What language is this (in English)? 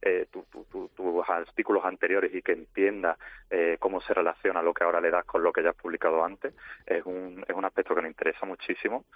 Spanish